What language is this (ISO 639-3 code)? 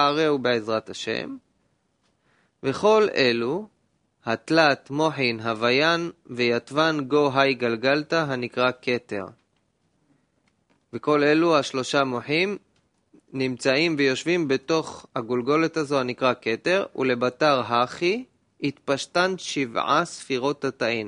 heb